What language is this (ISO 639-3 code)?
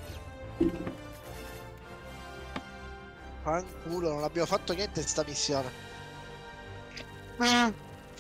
ita